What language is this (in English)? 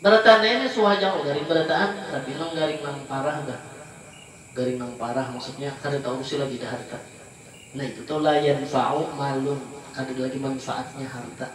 Banjar